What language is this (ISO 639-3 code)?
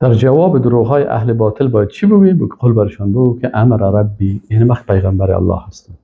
fas